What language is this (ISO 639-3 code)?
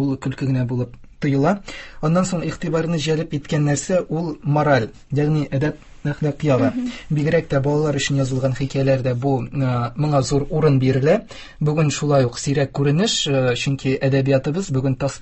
tat